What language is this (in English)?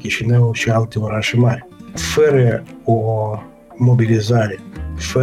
Romanian